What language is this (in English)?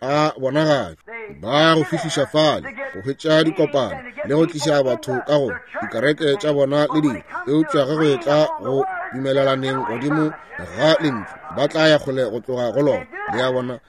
Northern Sotho